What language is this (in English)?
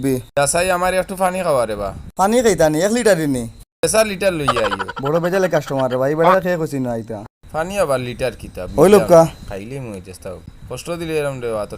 Sylheti